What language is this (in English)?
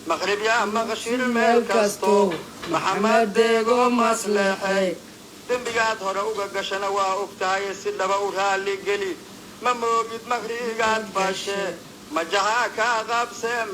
Somali